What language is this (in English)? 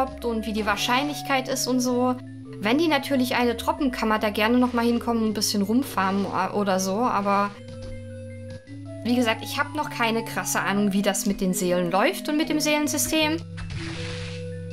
German